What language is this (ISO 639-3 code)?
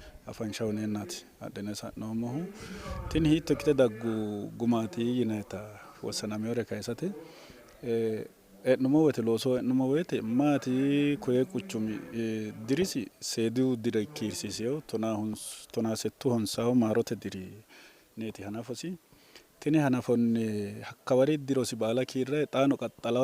sid